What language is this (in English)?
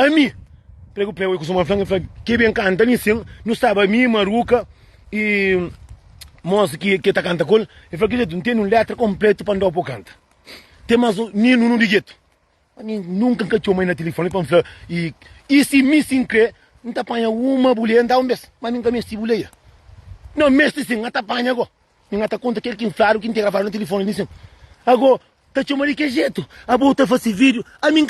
Kabuverdianu